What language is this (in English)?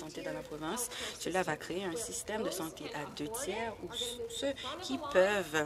French